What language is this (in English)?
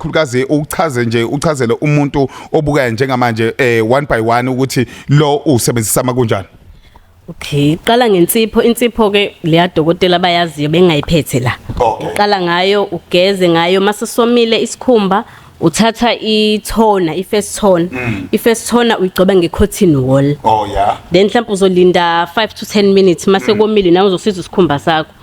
Zulu